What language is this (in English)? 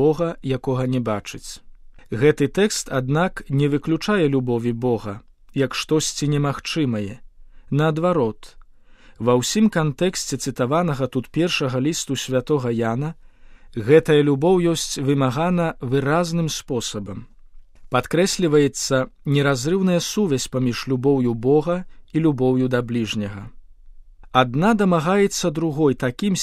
Belarusian